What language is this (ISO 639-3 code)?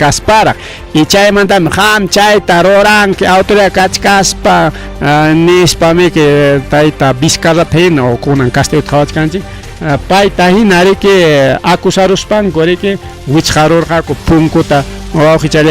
quy